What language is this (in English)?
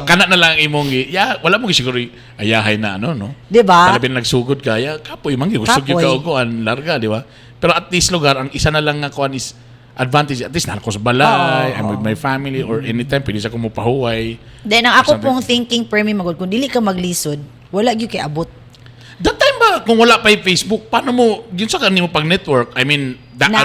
Cebuano